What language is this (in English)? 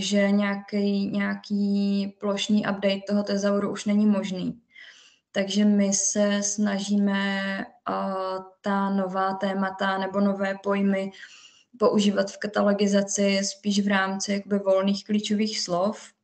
Czech